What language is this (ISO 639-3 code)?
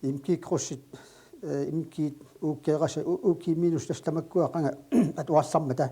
kal